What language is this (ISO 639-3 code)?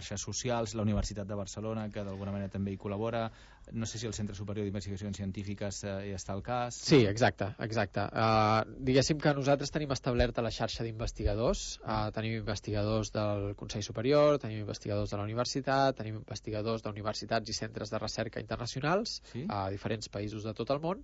cat